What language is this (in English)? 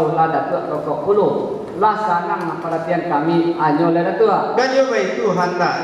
Minangkabau